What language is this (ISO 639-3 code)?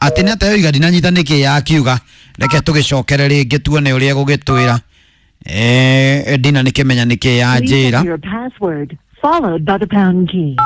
kik